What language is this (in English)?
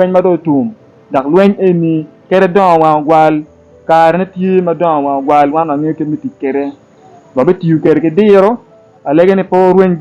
Acoli